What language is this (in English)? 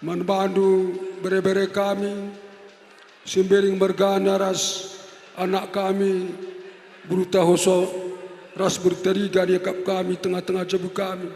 Batak Karo